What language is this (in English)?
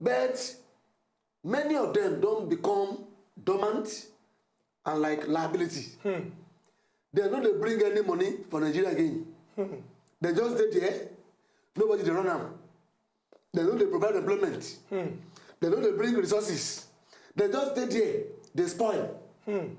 Nigerian Pidgin